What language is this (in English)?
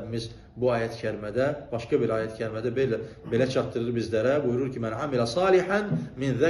Azerbaijani